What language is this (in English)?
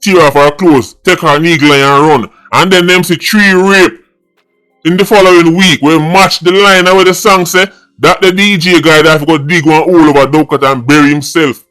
Jamaican Creole English